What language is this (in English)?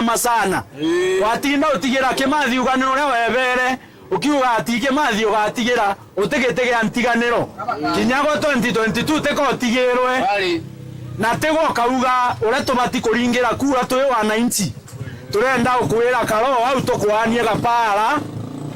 Meru